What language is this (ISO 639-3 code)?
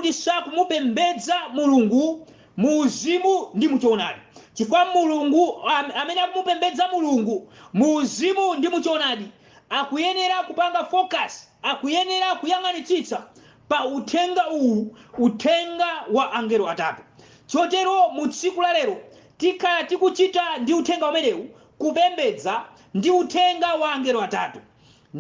nya